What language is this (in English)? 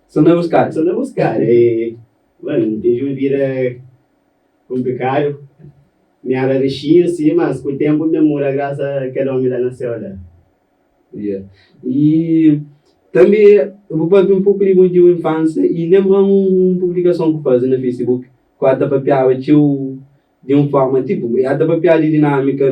Kabuverdianu